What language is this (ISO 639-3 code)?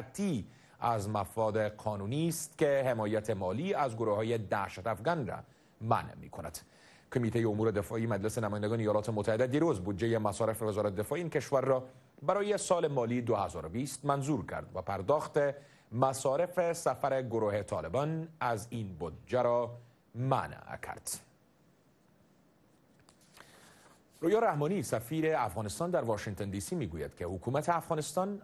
fas